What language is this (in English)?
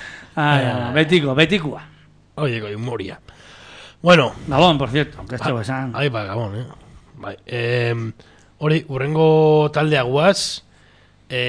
Basque